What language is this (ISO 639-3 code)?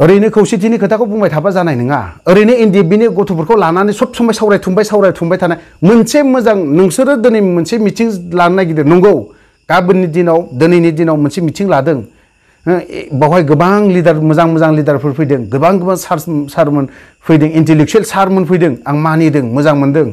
brx